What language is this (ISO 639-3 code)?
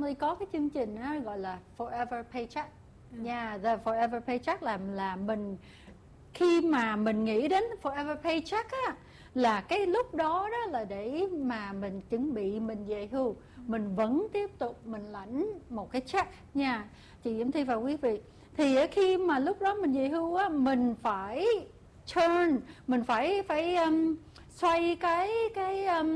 vie